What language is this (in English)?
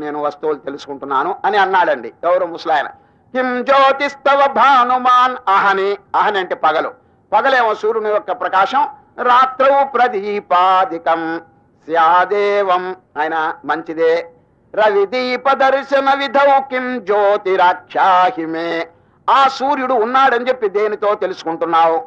Telugu